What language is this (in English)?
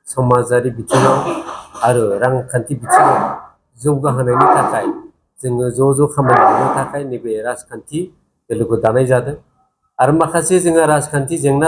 Bodo